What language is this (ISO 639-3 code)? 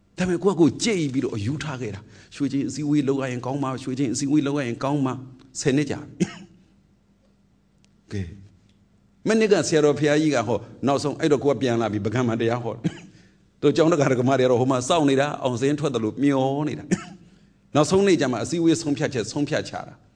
mya